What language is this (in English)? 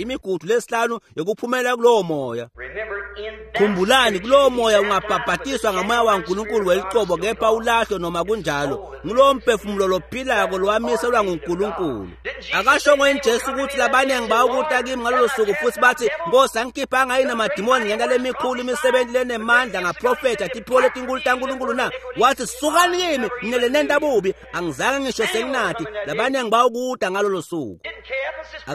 Swati